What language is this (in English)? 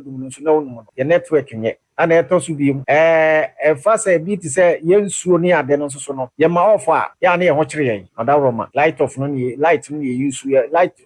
Akan